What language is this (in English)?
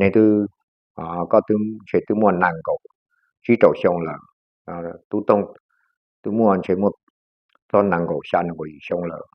Hmong